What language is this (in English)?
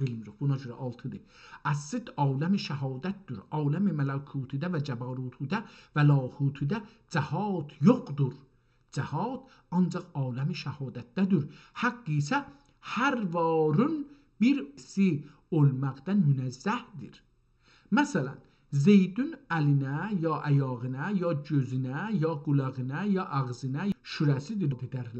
South Azerbaijani